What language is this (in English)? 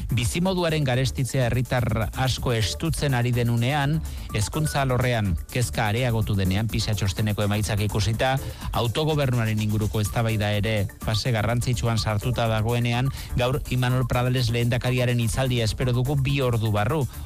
Basque